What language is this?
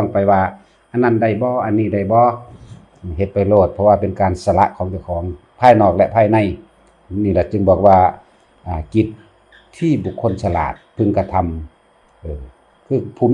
Northeastern Thai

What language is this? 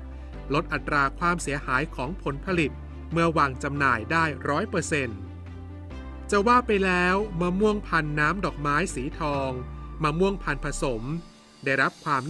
Thai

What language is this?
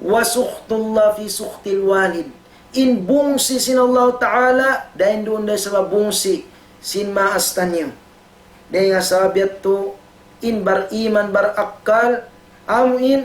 Tausug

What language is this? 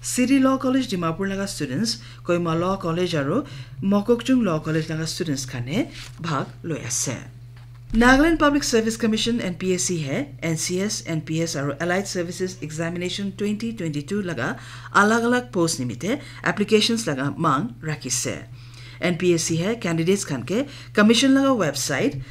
Naga Pidgin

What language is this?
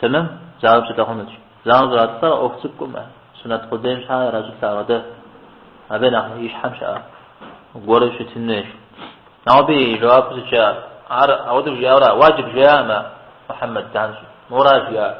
Kabardian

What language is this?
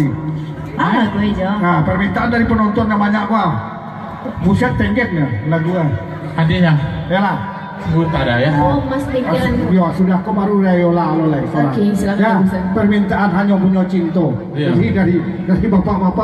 Minangkabau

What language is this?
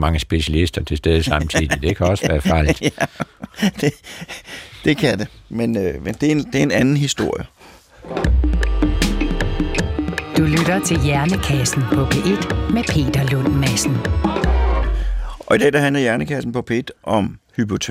Danish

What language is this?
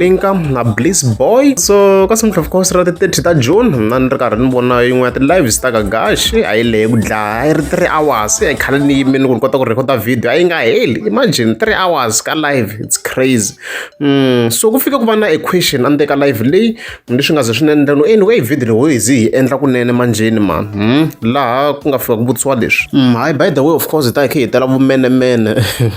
Tsonga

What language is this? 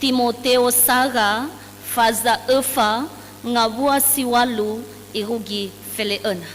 Nias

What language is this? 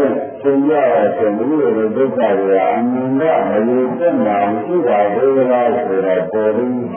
Burmese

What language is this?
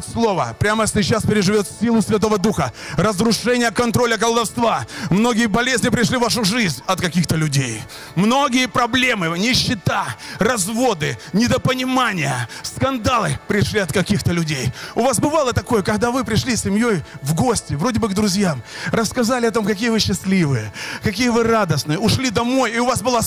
Russian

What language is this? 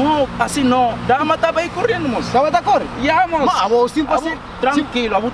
Kabuverdianu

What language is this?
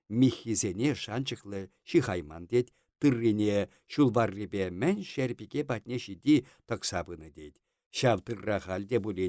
Chuvash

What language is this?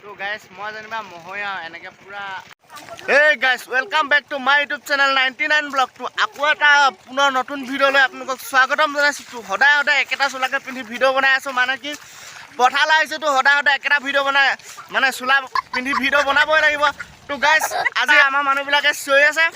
Assamese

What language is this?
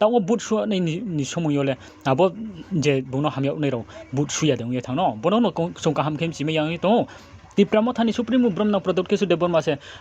Riang (India)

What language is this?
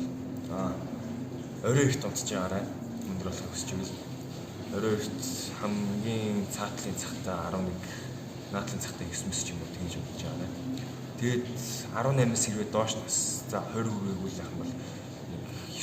Mongolian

